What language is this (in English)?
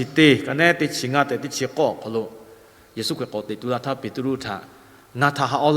Lahu